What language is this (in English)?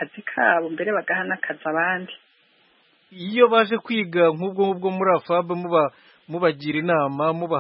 Kinyarwanda